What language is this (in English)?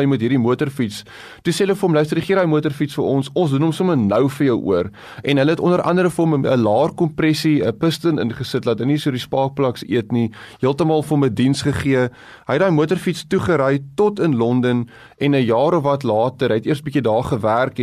Afrikaans